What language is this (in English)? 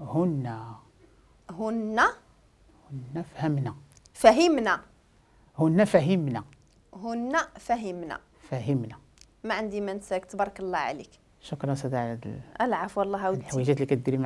Moroccan Arabic